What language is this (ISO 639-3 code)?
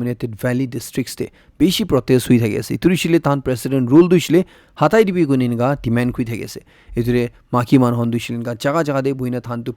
nag